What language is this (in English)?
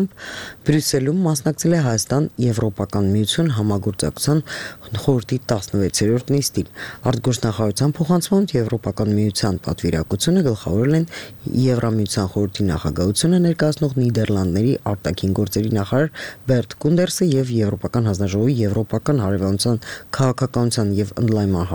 Armenian